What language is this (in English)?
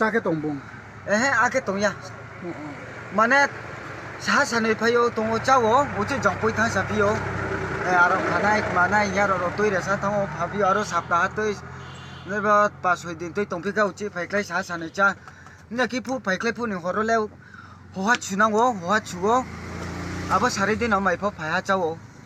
Riang (India)